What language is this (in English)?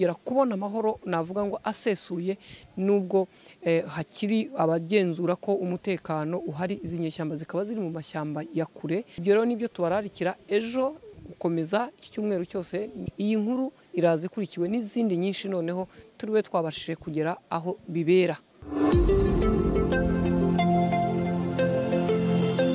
Kinyarwanda